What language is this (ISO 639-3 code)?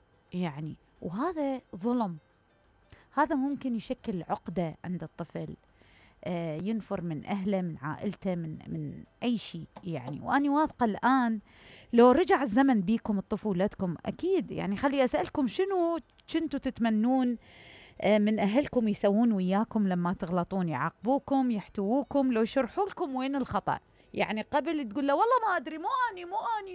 acm